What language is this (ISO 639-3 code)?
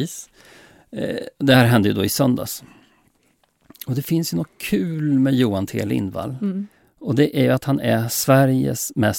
swe